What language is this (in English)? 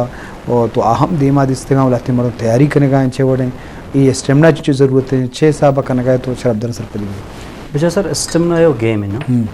Eastern Balochi